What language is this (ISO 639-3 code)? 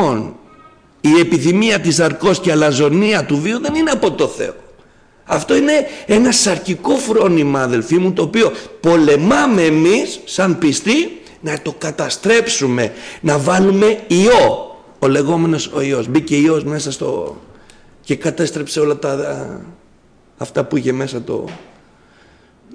ell